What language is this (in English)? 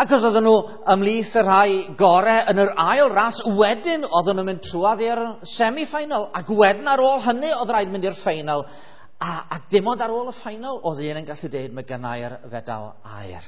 Welsh